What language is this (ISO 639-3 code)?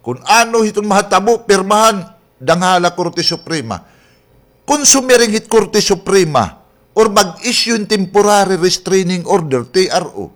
war